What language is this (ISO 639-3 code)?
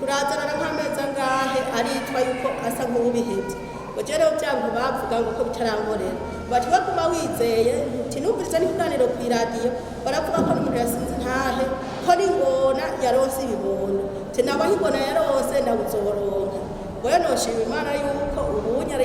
run